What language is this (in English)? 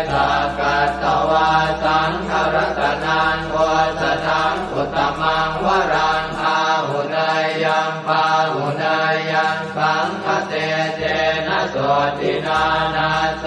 Pali